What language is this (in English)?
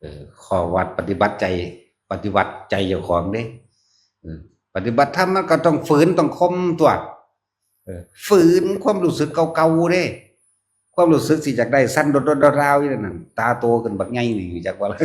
Northeastern Thai